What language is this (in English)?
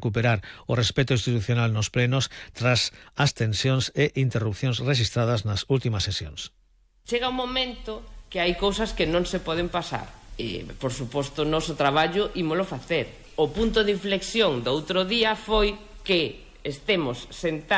Galician